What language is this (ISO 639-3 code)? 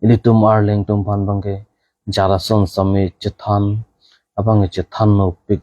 mjw